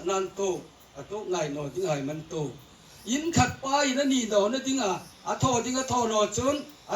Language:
Hmar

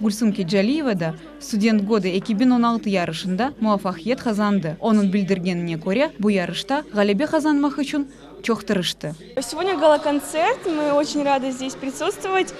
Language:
Crimean Tatar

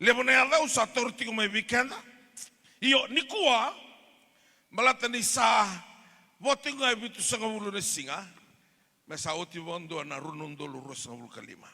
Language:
Fijian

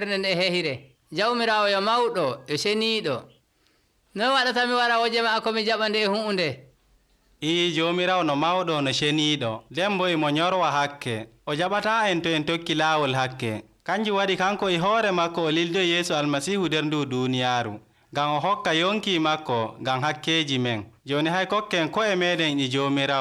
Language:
Nigerian Fulfulde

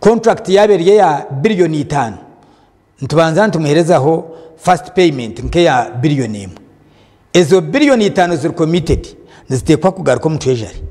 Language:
Nyankole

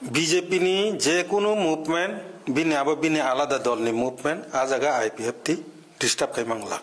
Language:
Kok Borok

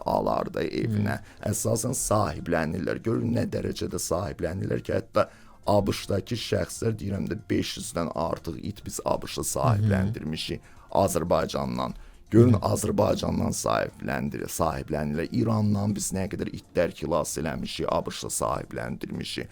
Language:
Azerbaijani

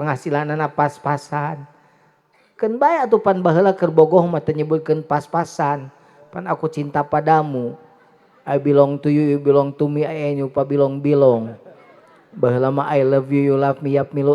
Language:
Sundanese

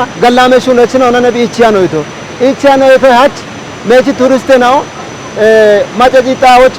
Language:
Kafa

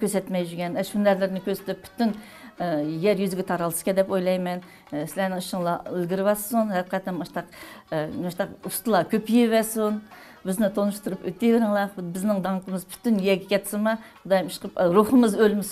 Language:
Uyghur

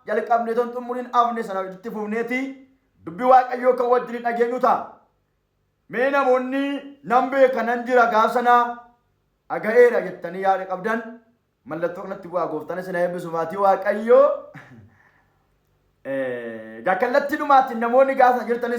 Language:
Oromo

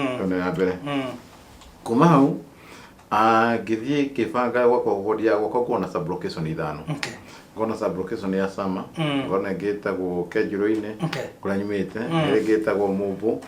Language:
Kikuyu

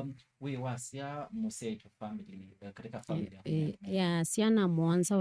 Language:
Kamba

